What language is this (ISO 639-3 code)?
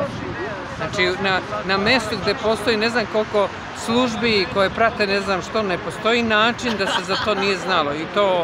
srp